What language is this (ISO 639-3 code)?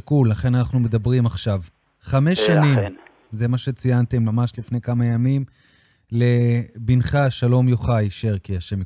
heb